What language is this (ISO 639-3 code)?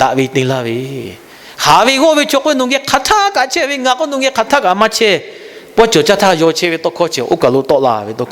lhu